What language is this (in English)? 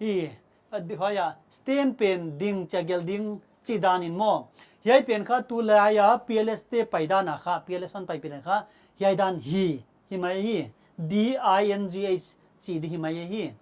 Paite Chin